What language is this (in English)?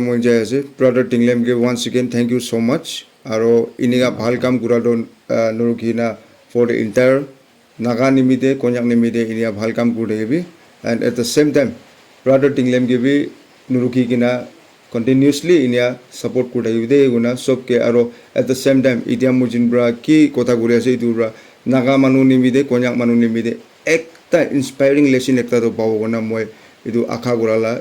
Naga Pidgin